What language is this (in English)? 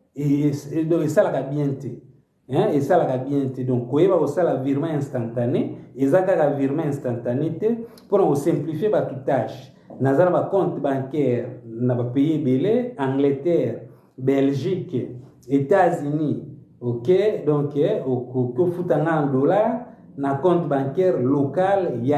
Lingala